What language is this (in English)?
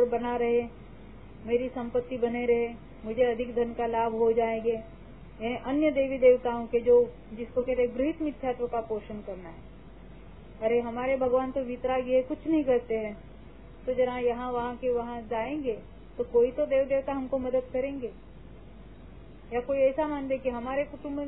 Hindi